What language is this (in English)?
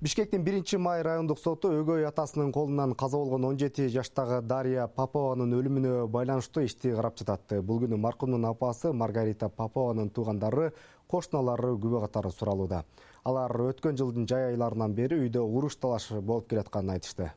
Kyrgyz